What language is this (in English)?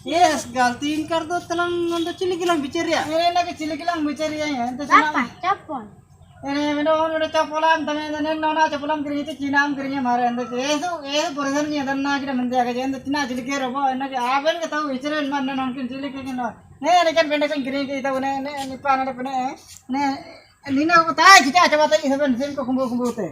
Ho